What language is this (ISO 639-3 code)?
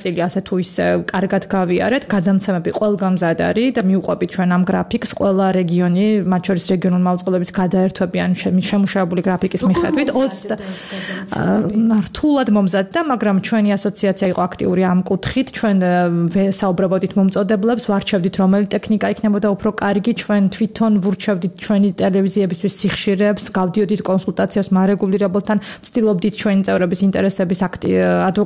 kat